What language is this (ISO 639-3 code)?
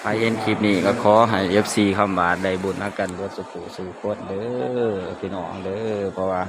tts